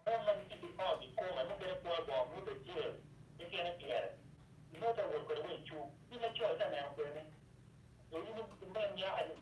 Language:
Acoli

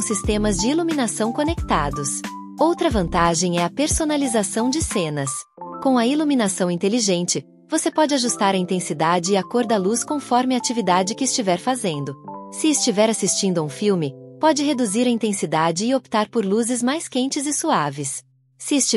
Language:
Portuguese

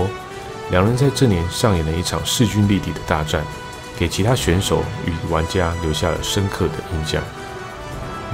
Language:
Chinese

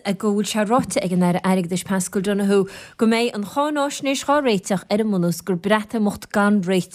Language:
Irish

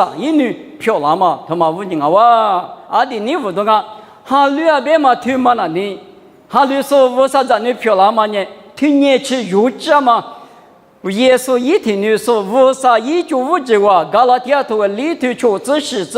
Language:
Lisu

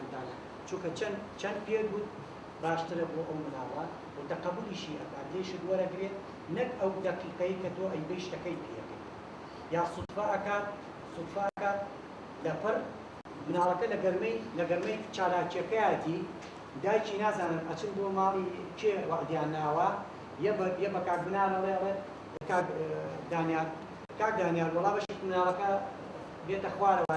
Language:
Central Kurdish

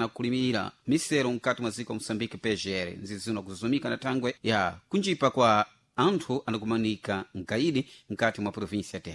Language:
Sena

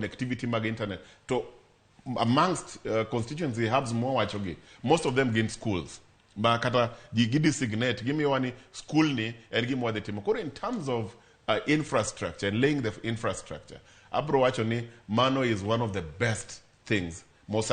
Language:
Luo (Kenya and Tanzania)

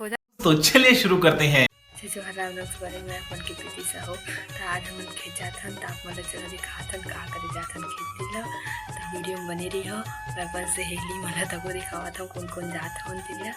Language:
Chhattisgarhi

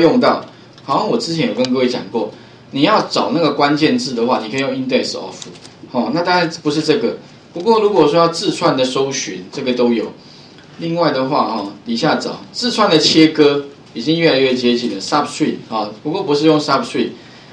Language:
Chinese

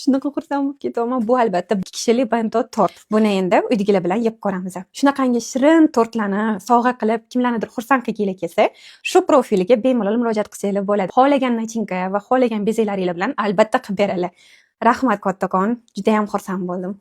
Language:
Uzbek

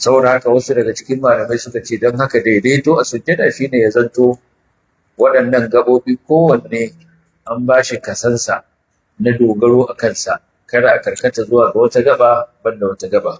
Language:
Hausa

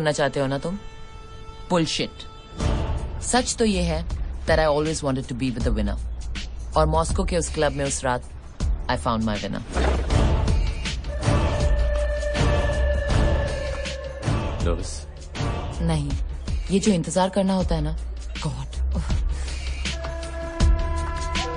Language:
Hindi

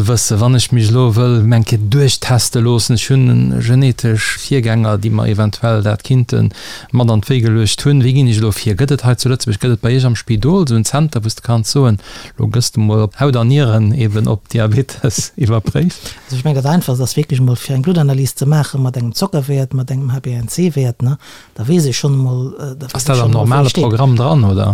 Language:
Luxembourgish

